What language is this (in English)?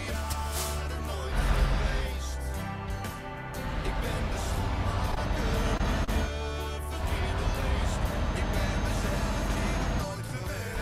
Dutch